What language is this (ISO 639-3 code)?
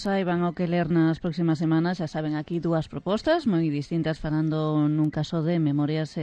glg